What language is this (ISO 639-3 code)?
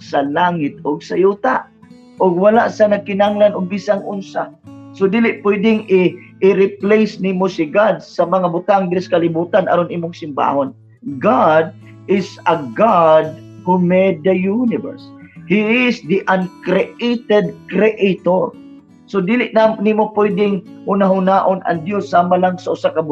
ceb